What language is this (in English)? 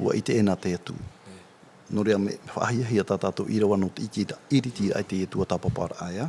Tahitian